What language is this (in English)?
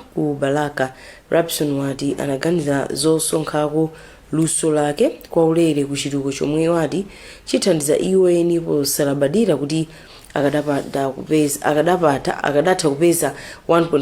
Nyanja